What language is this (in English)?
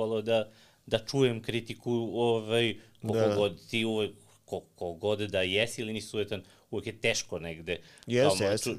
Serbian